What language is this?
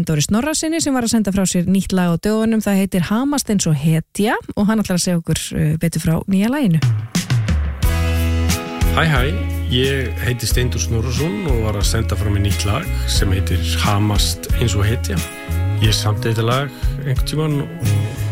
Icelandic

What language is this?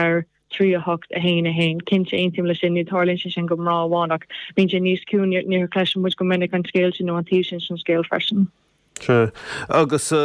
Irish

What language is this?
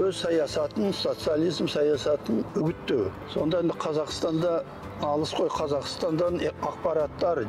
Kazakh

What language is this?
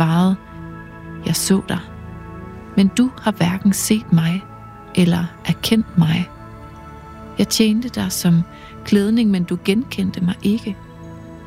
Danish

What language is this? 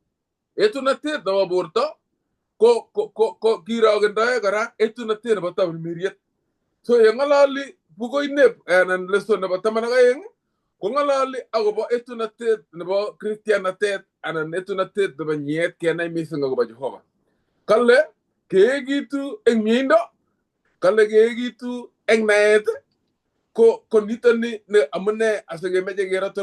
Kalenjin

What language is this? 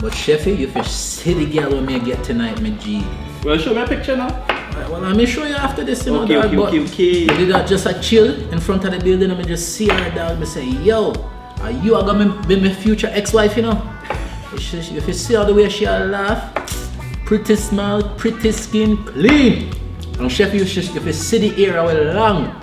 Jamaican Creole English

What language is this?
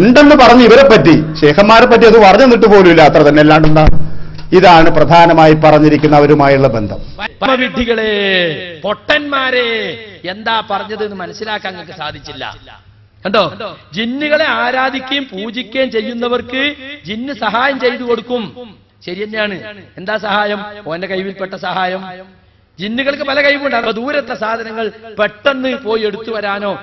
Malayalam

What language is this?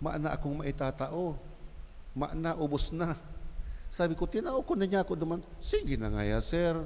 Bikol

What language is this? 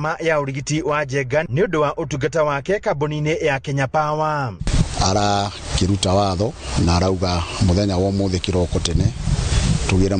Kikuyu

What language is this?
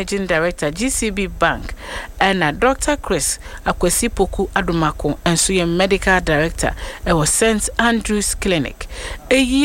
Akan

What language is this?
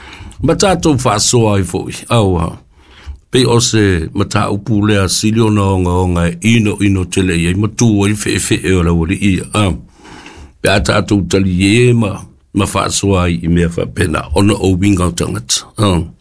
Samoan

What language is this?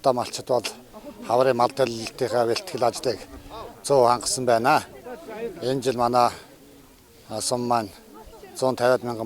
Mongolian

